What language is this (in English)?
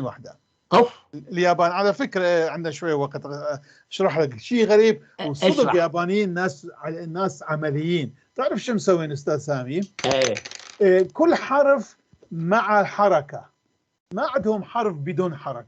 North Levantine Arabic